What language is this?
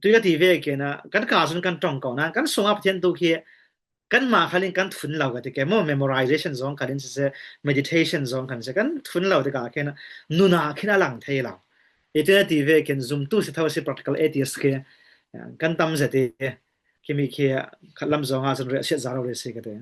Falam Chin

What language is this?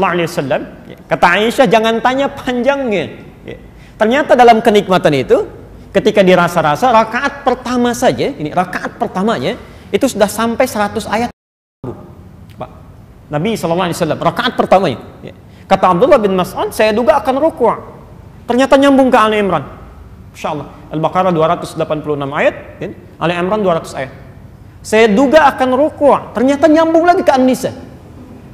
Indonesian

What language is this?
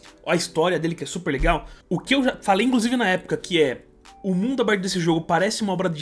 Portuguese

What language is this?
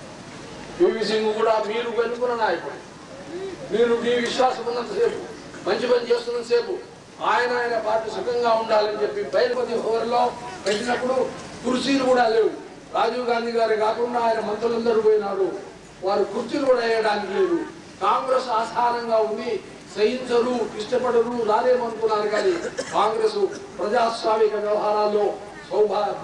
Telugu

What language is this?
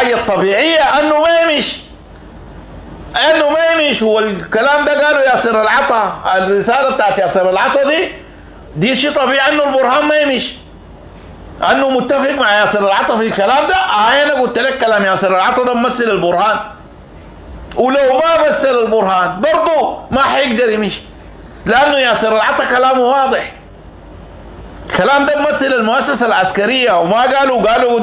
Sudanese Arabic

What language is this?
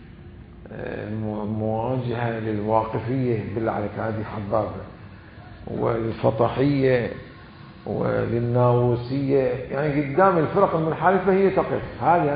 Mesopotamian Arabic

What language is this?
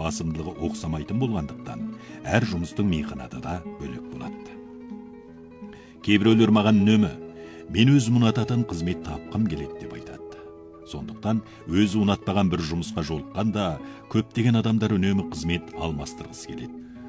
Kazakh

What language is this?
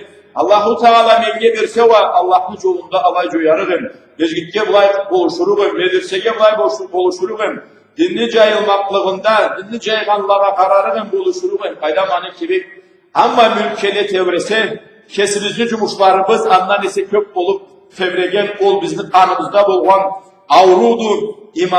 Karachay-Balkar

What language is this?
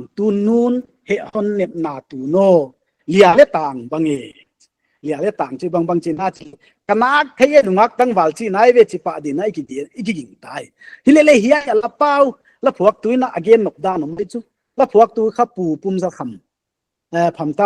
Paite Chin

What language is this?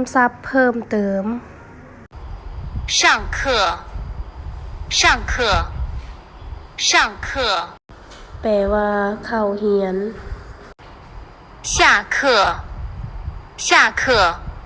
Lao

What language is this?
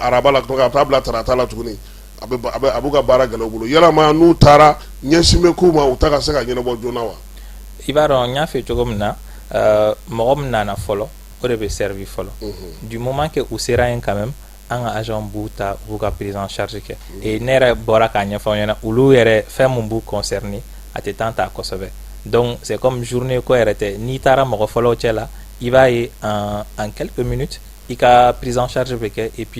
Bambara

